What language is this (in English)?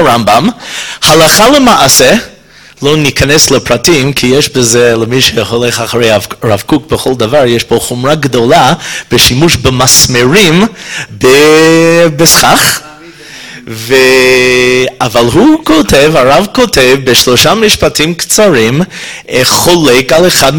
Hebrew